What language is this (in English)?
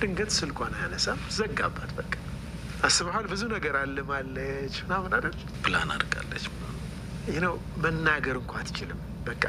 Amharic